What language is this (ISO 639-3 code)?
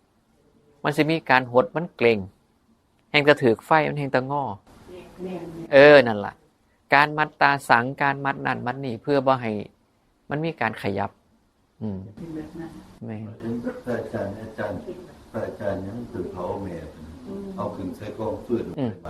tts